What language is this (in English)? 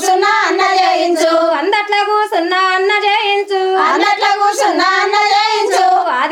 Telugu